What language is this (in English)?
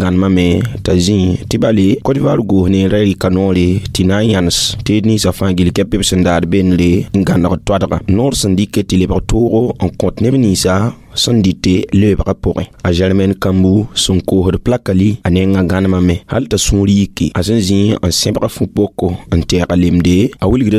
Mossi